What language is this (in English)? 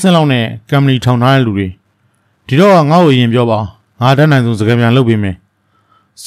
Burmese